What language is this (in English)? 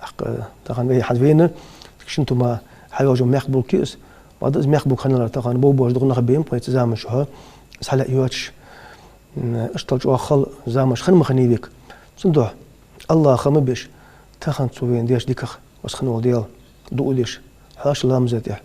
Ingush